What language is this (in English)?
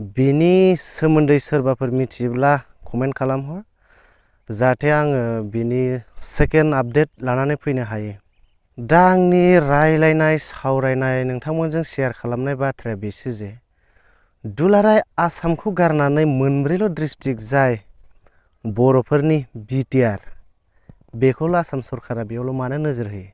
Bodo